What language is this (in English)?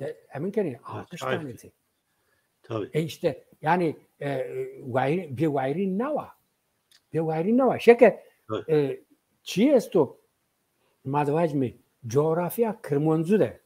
Zaza